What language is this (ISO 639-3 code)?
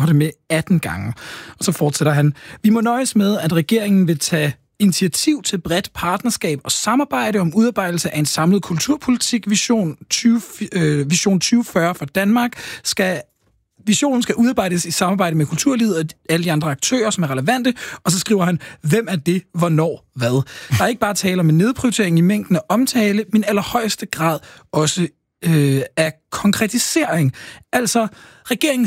dan